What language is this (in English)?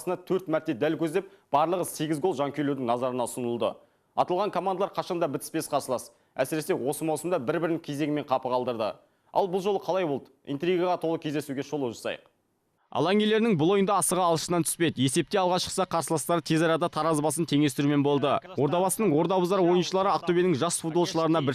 Kazakh